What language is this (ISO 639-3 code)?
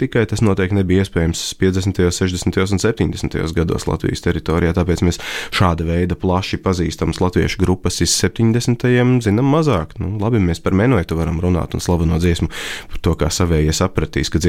lav